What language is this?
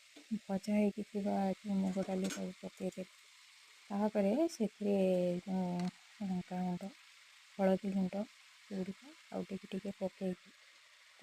Odia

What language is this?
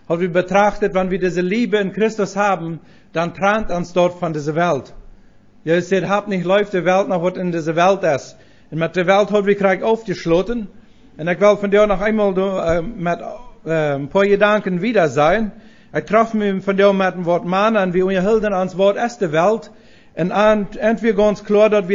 Plautdietsch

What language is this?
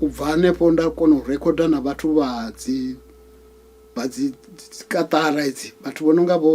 Venda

